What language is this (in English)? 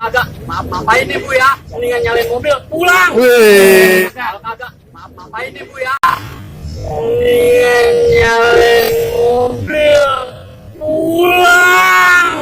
Betawi